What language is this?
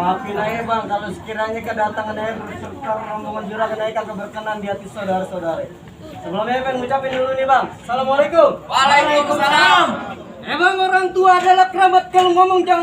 Betawi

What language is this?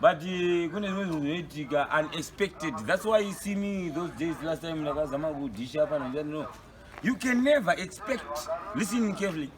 Shona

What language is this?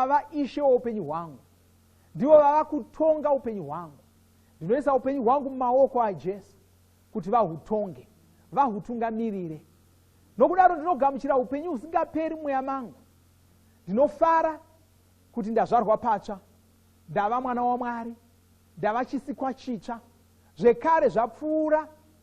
Shona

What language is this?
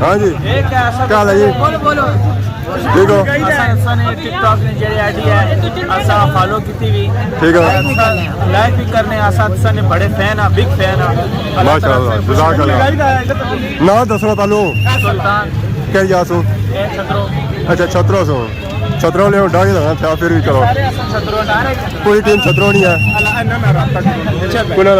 Pahari-Potwari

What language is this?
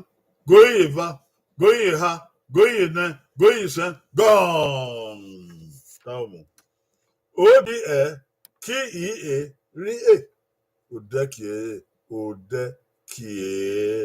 Bini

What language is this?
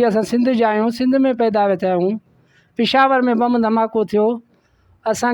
Sindhi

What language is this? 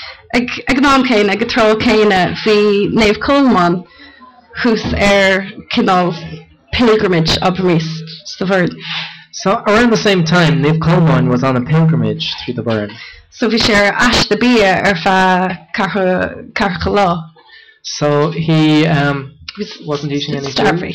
Irish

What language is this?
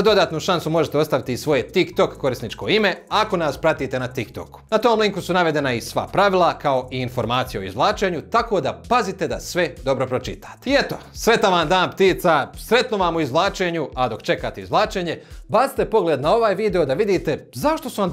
Croatian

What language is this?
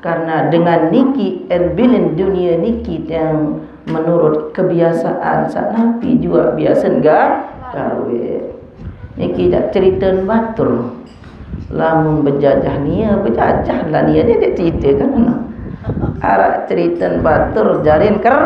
Sasak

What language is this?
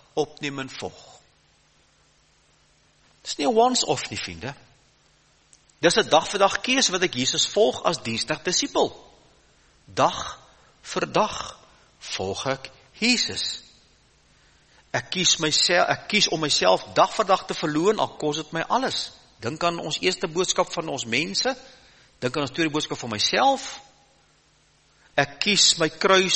Afrikaans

